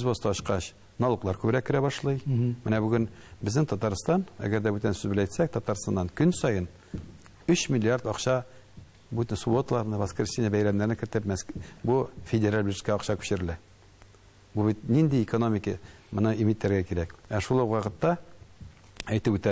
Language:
Tatar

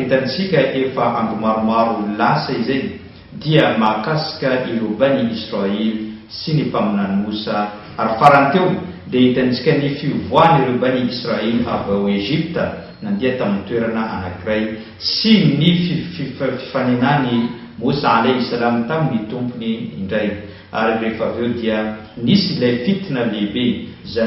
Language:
Malagasy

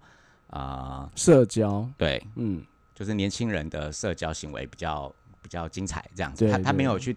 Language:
Chinese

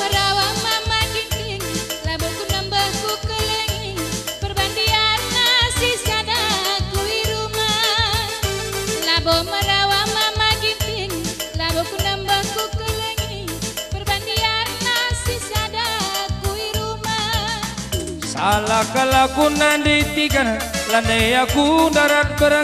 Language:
Batak Karo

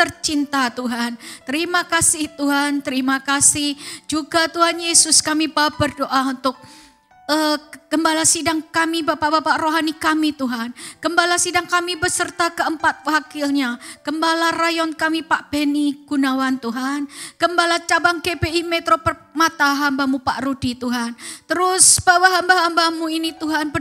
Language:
Indonesian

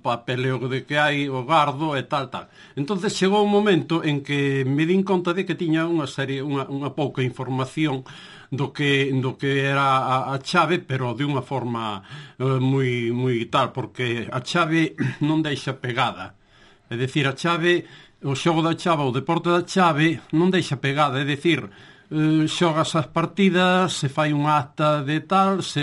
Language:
Galician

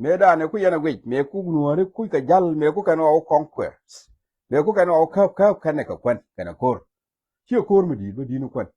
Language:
Nuer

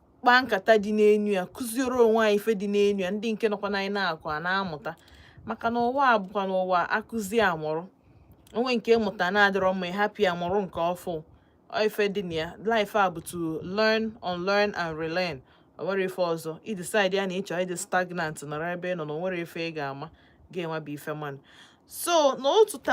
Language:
Igbo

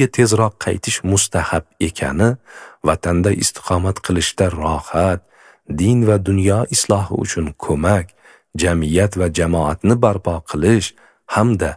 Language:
Uzbek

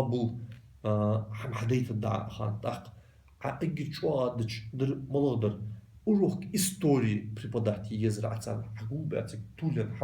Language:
Ingush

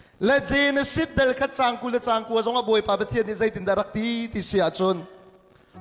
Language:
Hakha Chin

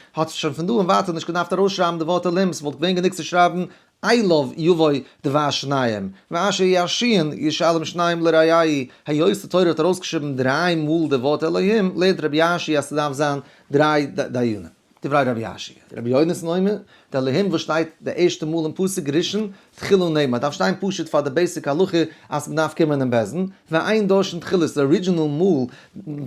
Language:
Yiddish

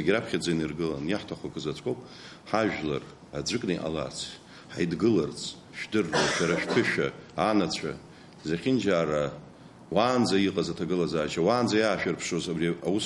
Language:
Abkhazian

